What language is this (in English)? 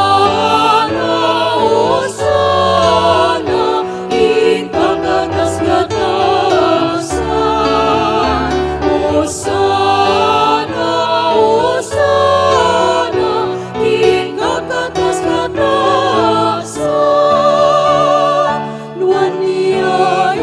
Pampanga